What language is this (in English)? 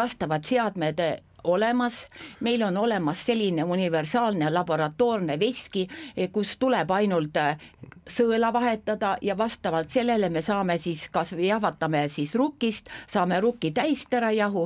Estonian